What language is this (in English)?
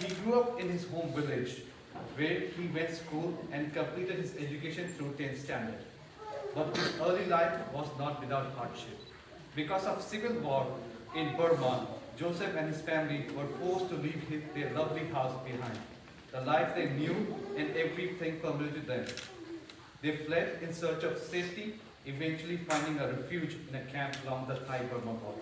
S'gaw Karen